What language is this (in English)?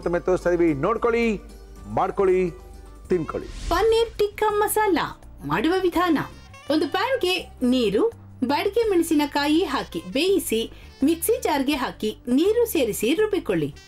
Kannada